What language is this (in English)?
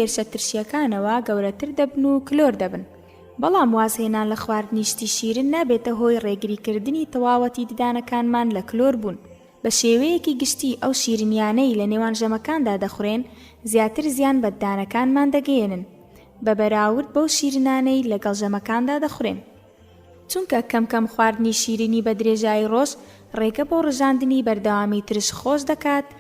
Central Kurdish